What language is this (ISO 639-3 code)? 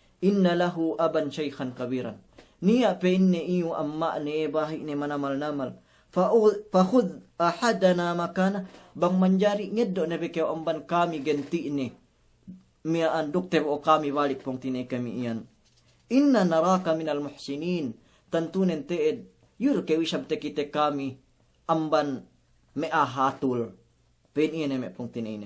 yka